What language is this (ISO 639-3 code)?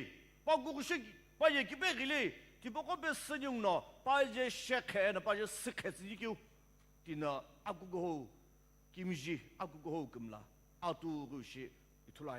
nsm